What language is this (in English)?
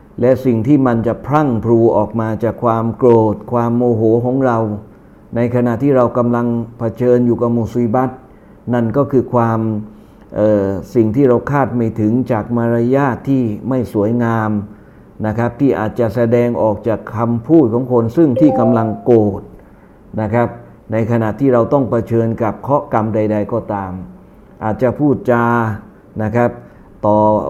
Thai